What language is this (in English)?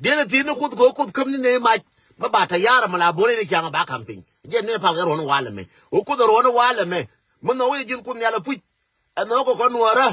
Nuer